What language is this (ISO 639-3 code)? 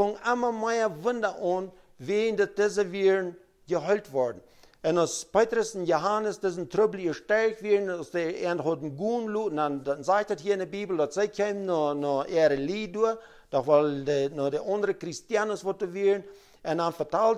pdt